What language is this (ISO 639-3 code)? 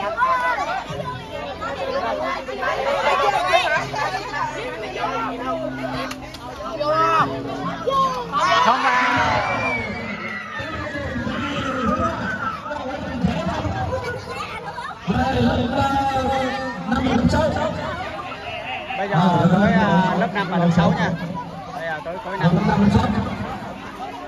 vie